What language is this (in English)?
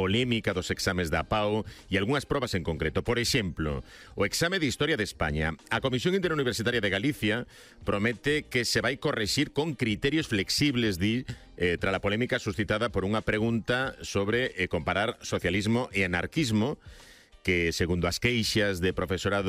Galician